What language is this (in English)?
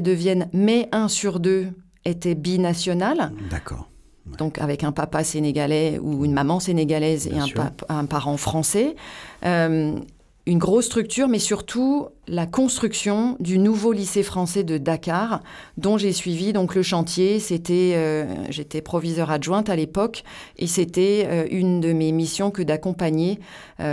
French